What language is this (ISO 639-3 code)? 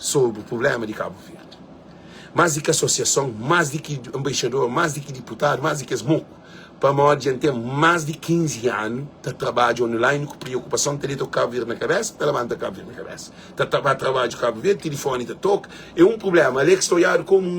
kea